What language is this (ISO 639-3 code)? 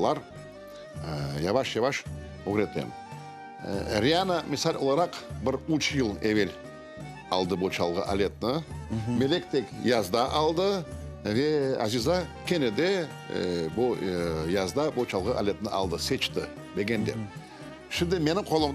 crh